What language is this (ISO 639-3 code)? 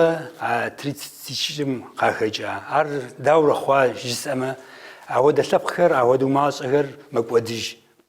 kbd